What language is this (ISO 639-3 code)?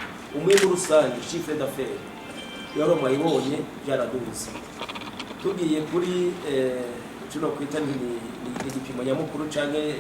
run